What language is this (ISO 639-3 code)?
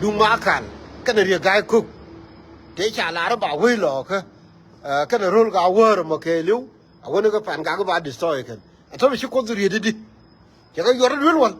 nus